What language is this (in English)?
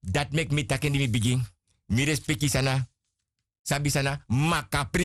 Sranan Tongo